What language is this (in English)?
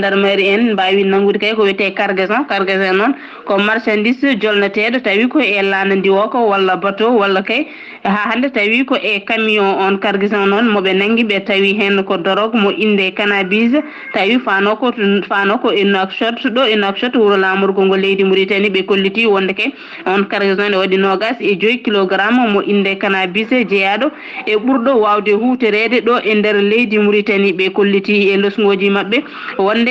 Fula